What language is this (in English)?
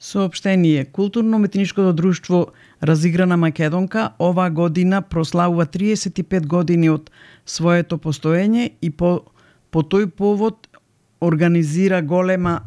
Macedonian